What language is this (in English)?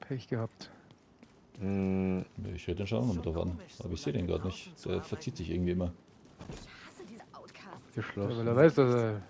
Bavarian